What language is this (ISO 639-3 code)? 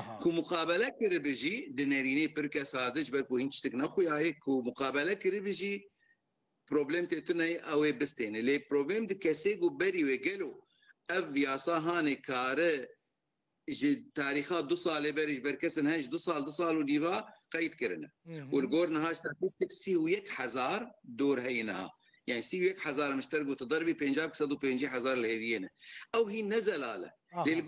kur